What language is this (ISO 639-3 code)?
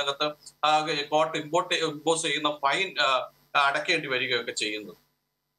mal